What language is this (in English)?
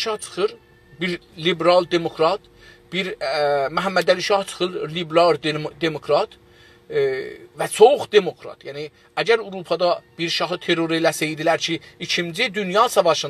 South Azerbaijani